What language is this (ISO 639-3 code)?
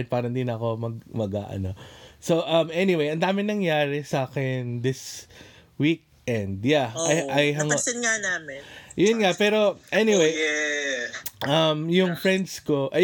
fil